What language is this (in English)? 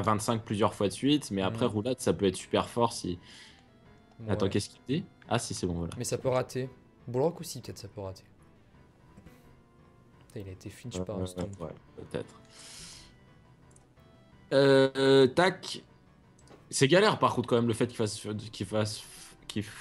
French